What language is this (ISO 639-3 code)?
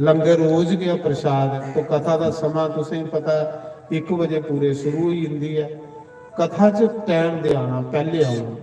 doi